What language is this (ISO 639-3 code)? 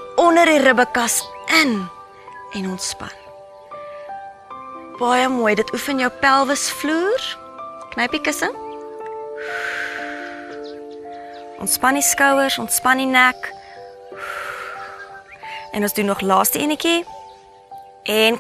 afr